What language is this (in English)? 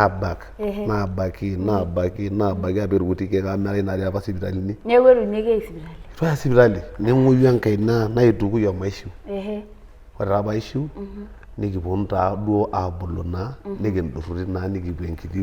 Masai